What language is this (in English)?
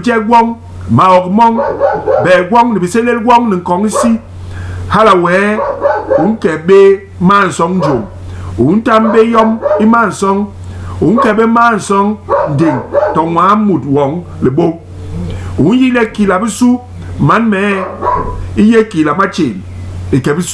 Basaa